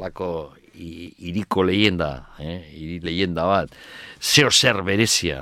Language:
Basque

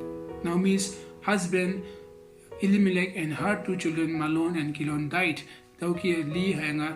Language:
Konyak Naga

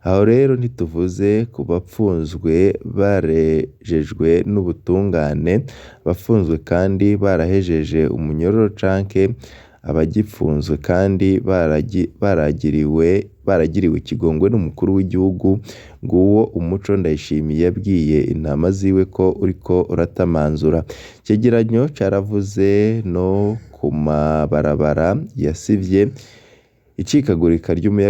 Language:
Rundi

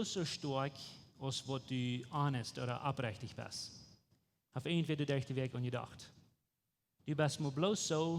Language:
Plautdietsch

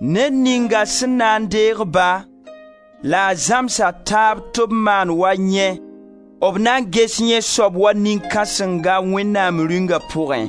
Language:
Mossi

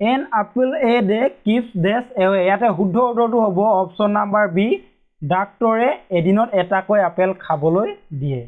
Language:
Assamese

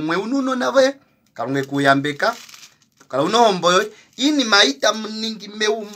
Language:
Kuanyama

